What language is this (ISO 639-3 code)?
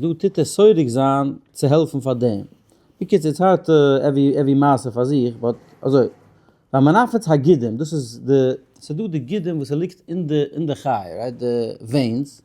yid